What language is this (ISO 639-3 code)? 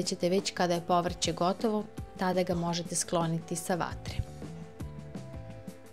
srp